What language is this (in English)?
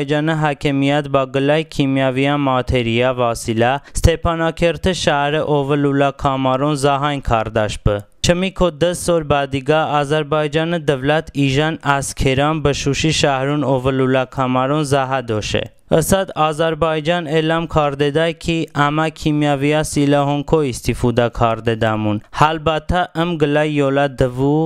Talysh